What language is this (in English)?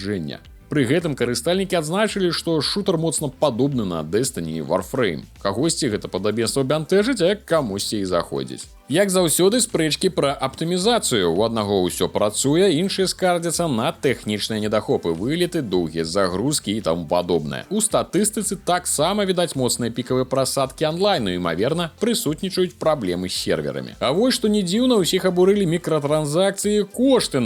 Belarusian